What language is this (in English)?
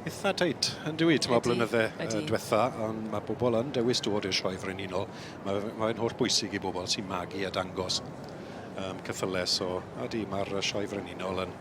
Welsh